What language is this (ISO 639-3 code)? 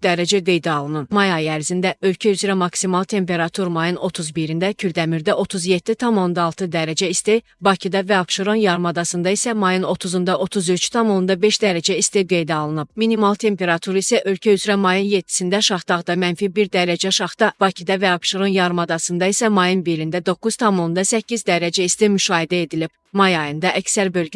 aze